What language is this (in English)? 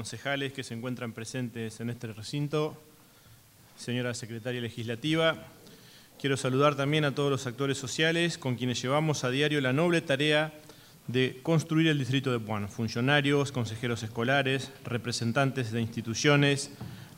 Spanish